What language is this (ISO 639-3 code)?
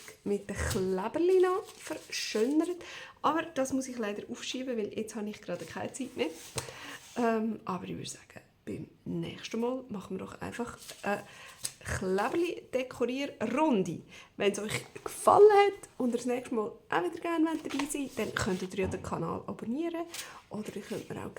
gsw